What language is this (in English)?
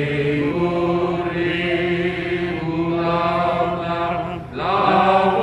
Batak Toba